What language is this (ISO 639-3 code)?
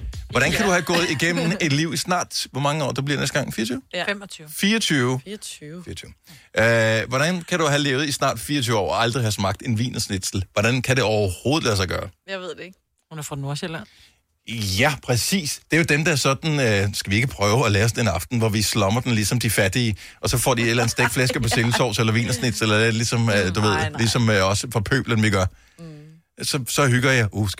dan